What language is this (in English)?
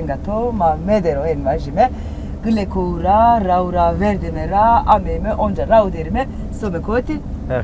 Zaza